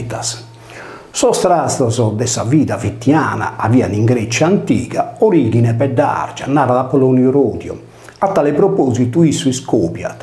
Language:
Sardinian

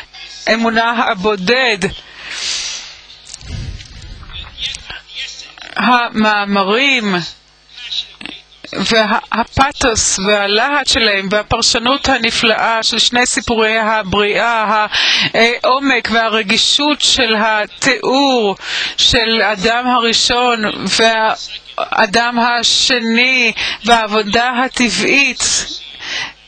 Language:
Hebrew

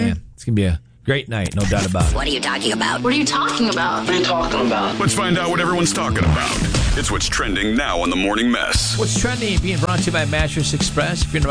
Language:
English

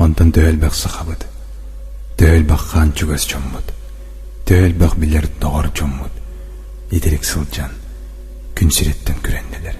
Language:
Yakut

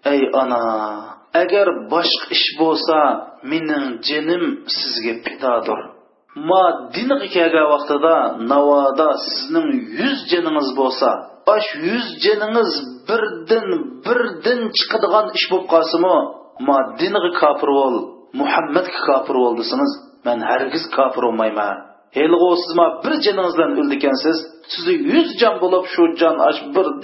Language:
Uyghur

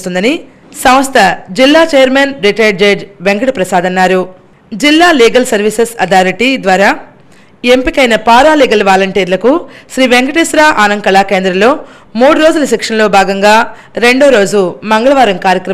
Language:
Telugu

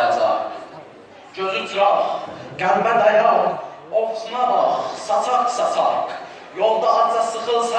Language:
South Azerbaijani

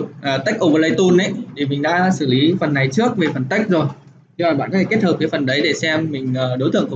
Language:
Vietnamese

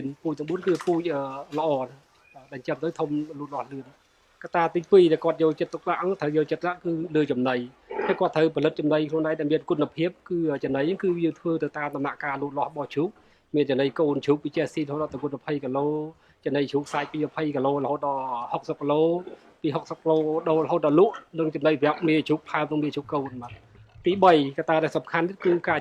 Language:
Khmer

